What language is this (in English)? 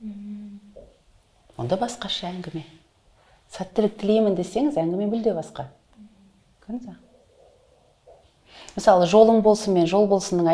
Kazakh